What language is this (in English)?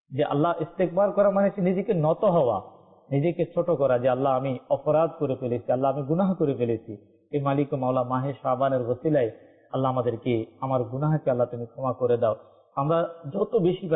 Bangla